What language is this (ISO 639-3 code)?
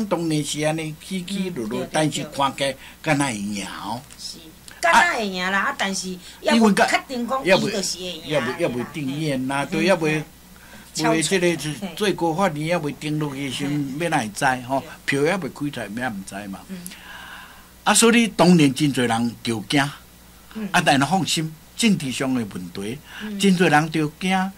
nan